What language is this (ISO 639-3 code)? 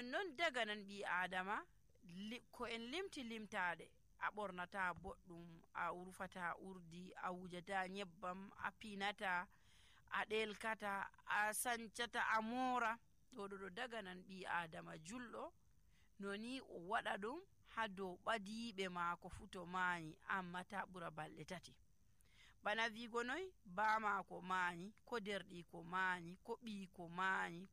fuv